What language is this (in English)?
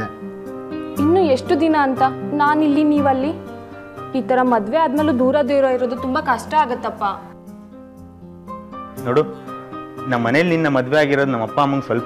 Kannada